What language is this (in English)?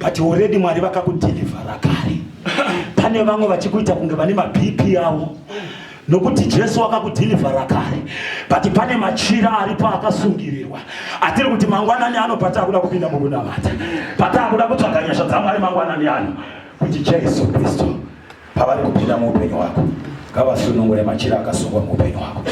Shona